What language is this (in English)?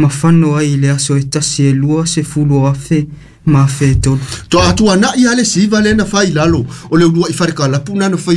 Samoan